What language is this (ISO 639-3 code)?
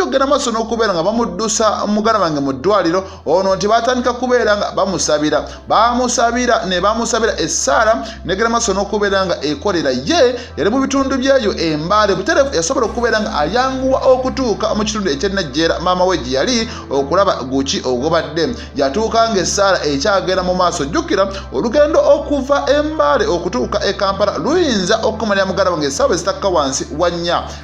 lug